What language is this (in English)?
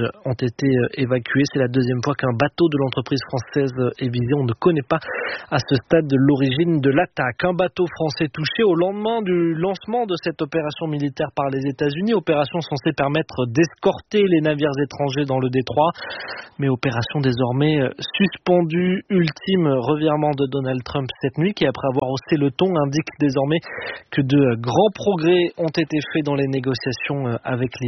French